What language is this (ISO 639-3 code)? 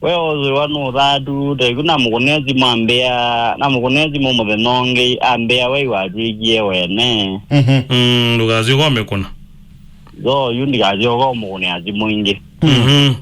kam